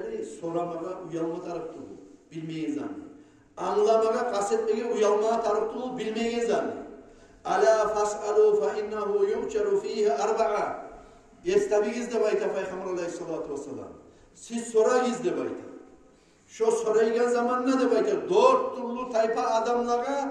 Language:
Kumyk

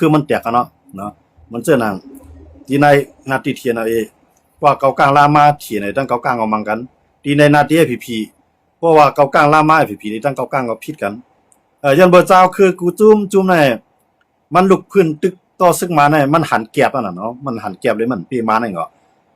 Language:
Shan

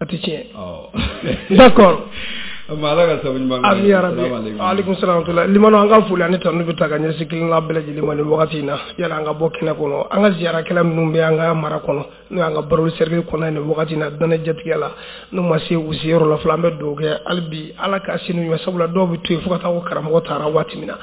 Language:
Bambara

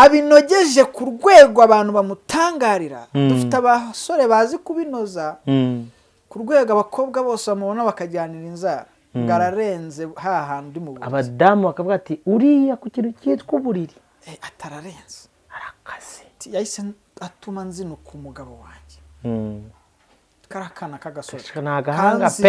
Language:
Kinyarwanda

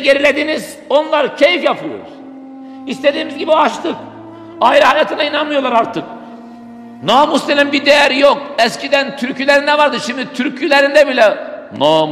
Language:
Turkish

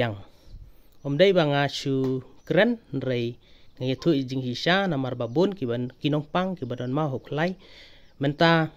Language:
Khasi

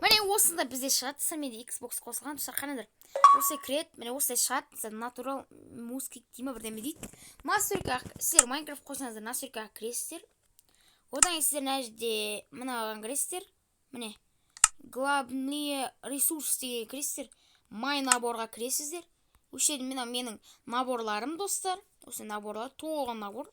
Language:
Kazakh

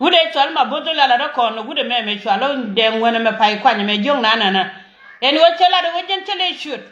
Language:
Nuer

